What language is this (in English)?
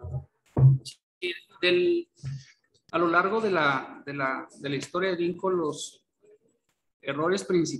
Spanish